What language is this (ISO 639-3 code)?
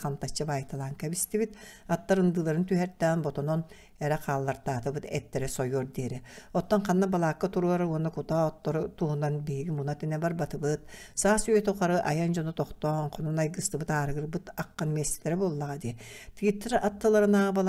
sah